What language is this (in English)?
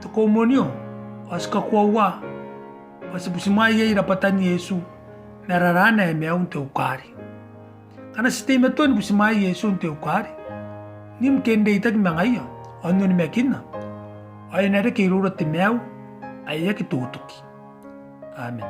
Gilbertese